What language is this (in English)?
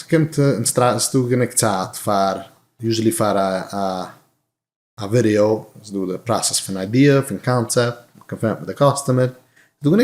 Yiddish